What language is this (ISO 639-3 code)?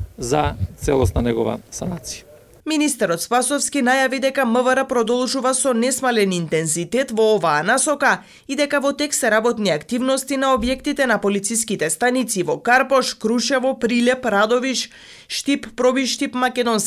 mkd